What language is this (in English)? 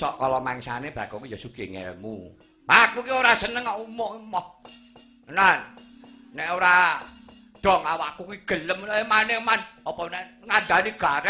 Javanese